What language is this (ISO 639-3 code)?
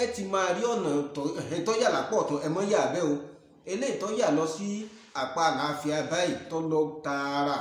yor